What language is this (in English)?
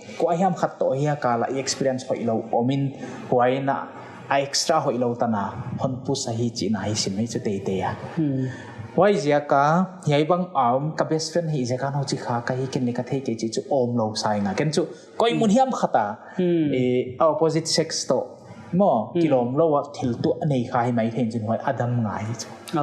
Paite Chin